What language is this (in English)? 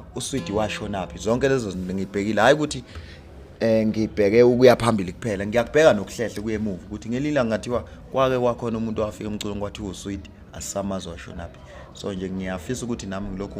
Zulu